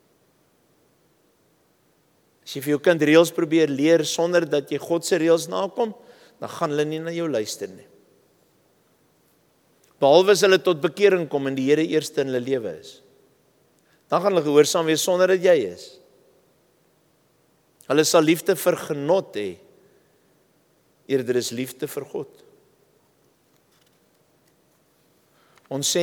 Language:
Afrikaans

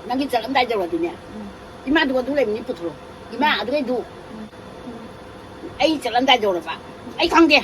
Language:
Manipuri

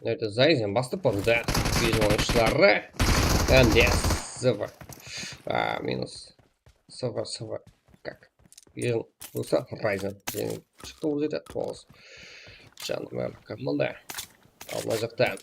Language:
Kara-Kalpak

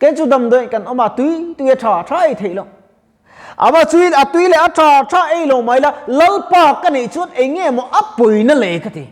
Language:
Mizo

